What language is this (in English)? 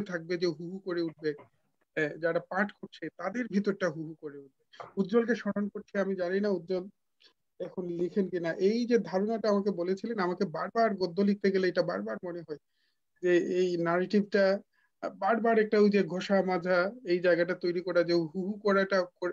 Bangla